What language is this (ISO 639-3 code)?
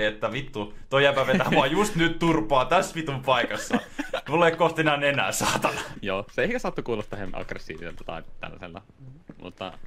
fin